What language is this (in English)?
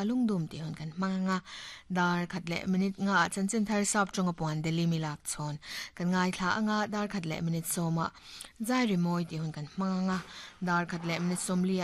Mizo